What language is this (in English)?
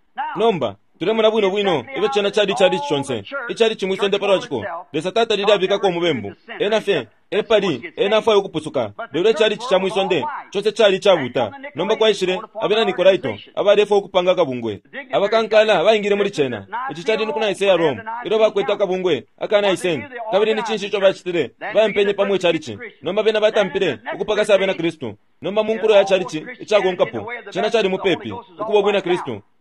Bemba